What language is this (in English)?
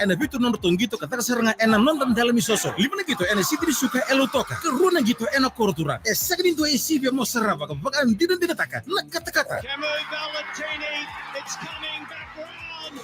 Fijian